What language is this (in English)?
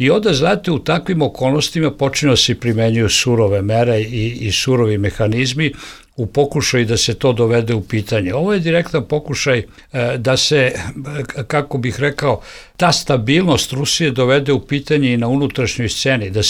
Bosnian